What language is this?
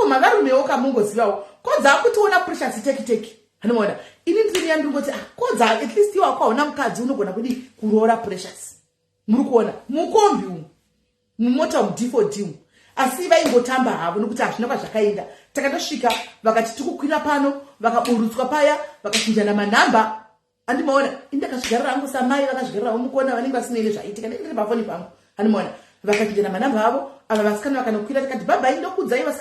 Shona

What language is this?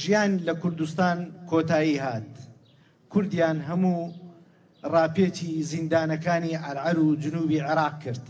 Central Kurdish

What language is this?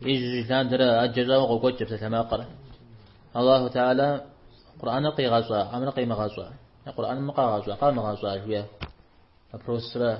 Kabardian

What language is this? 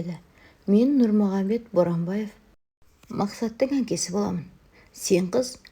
Kazakh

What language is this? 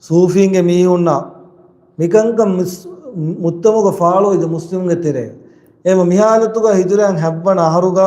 Divehi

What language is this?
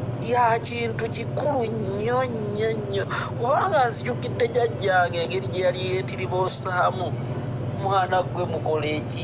Ganda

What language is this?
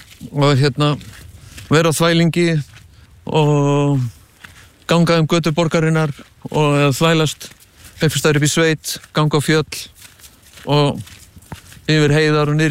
Icelandic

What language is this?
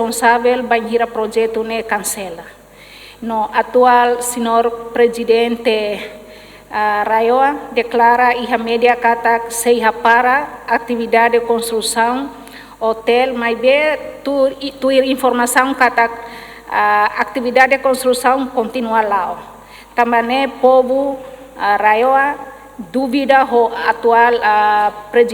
Tetum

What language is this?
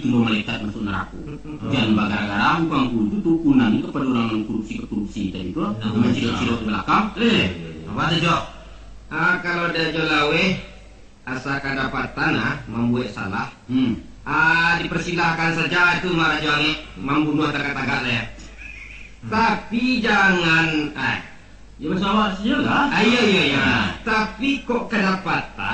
Minangkabau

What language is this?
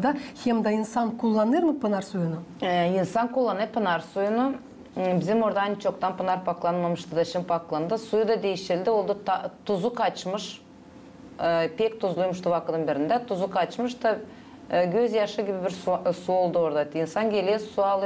Gagauz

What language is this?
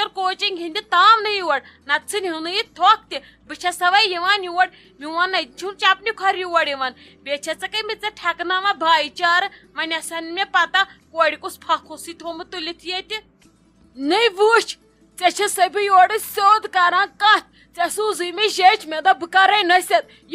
Kashmiri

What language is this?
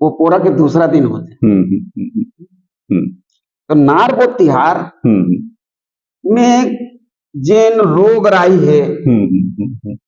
Chhattisgarhi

